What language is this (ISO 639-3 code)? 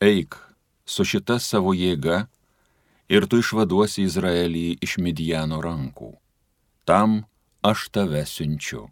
lit